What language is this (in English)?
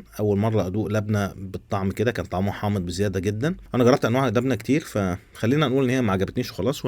Egyptian Arabic